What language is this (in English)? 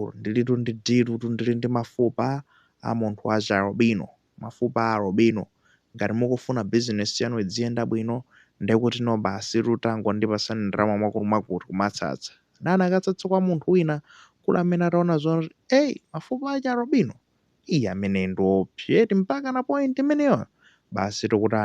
Nyanja